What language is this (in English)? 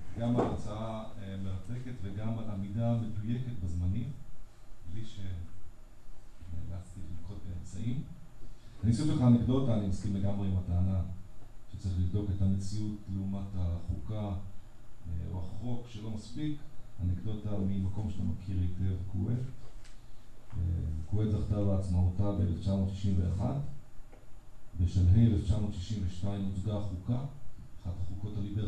Hebrew